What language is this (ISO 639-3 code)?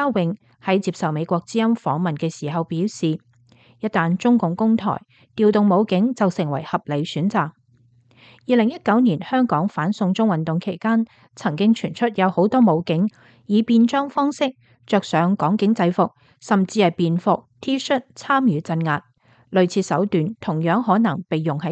yue